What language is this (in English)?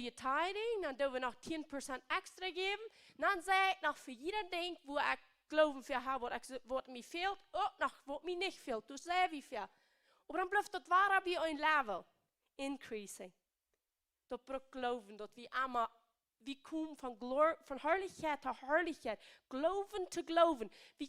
Plautdietsch